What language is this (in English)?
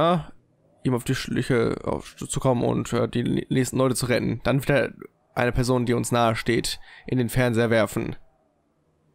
German